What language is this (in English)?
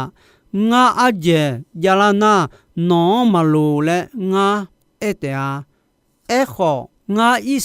Akha